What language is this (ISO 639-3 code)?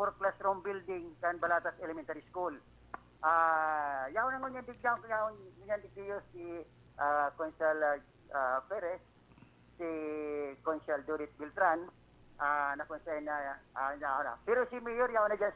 bik